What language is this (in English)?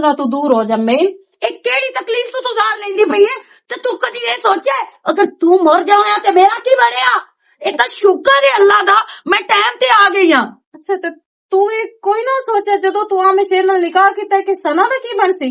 Western Panjabi